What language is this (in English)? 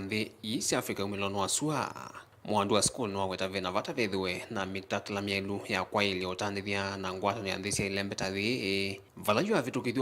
Kamba